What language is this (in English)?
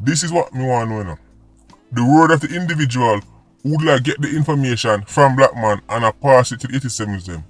Jamaican Creole English